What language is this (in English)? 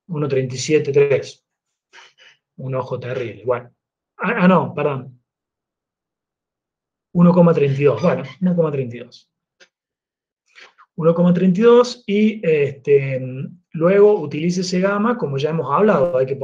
Spanish